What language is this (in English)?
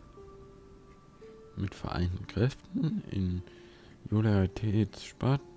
German